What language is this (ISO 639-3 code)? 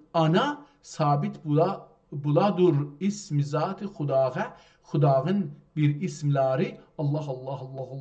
azb